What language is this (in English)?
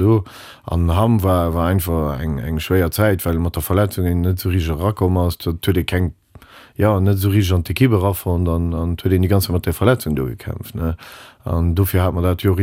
Luxembourgish